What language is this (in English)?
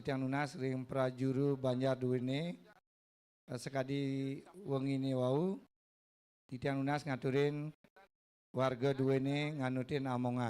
Balinese